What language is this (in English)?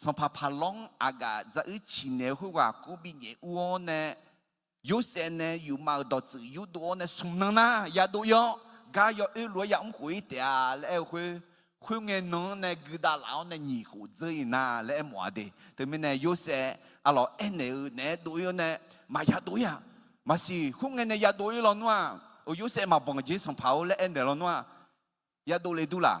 Akha